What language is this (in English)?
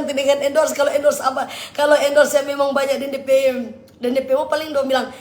Manado Malay